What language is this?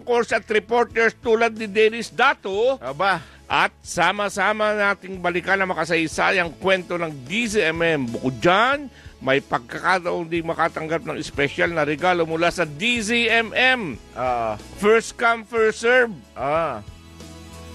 Filipino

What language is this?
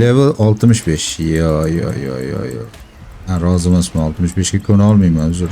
Uzbek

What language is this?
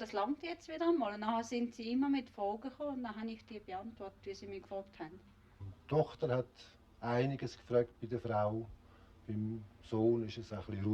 Swiss German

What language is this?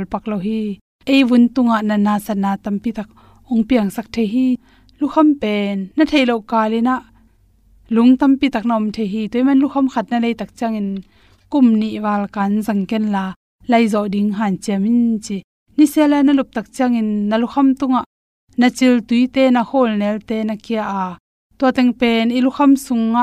Tedim Chin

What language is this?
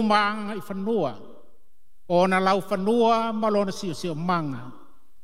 Samoan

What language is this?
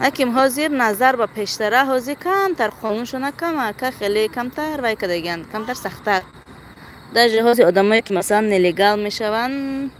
Tajik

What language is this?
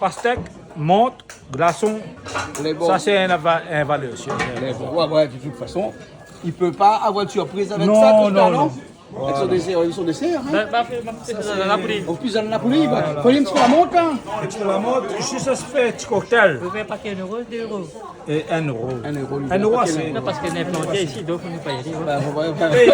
Réunion Creole French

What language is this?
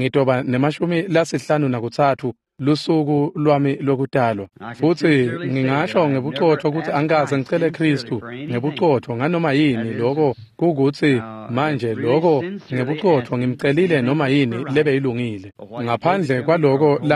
Swati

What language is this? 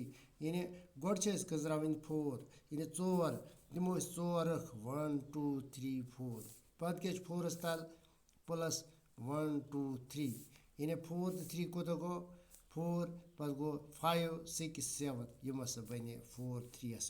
Kashmiri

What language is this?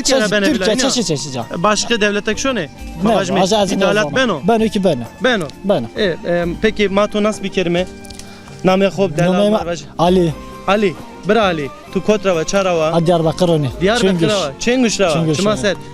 Zaza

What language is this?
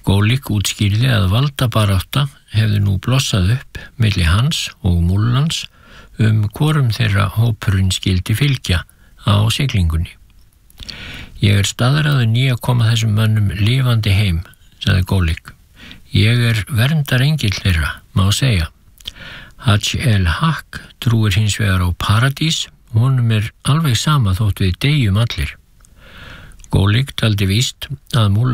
Icelandic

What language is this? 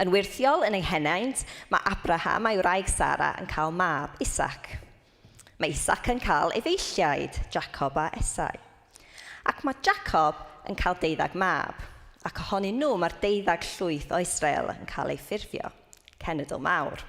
Welsh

